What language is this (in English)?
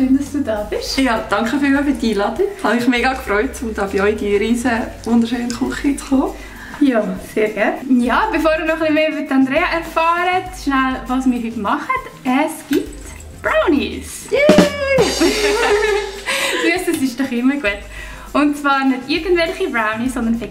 Swiss German